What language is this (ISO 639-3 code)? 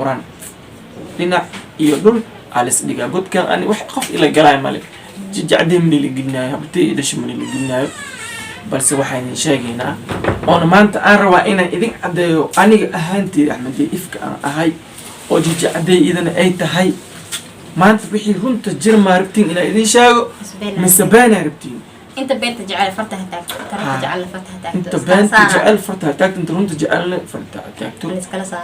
som